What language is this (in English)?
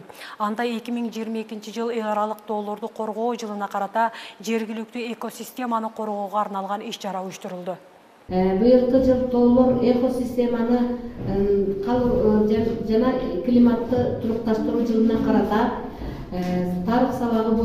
Kyrgyz